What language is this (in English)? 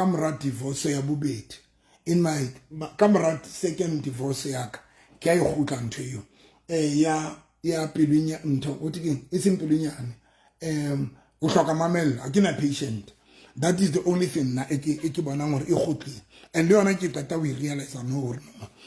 Southern Sotho